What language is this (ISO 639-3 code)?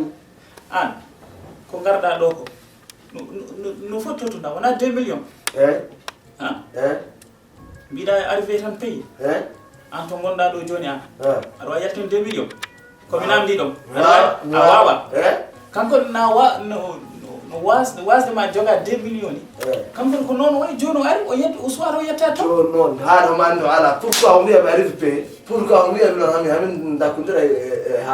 ful